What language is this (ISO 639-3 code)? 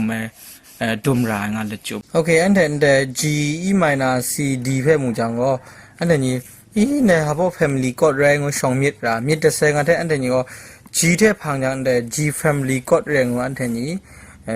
kac